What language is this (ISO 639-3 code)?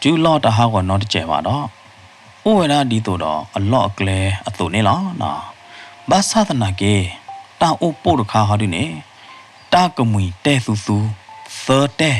ksw